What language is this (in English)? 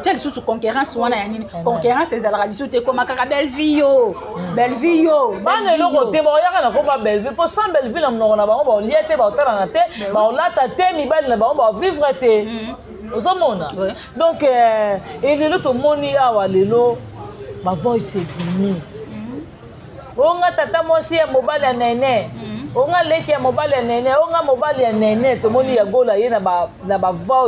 Lingala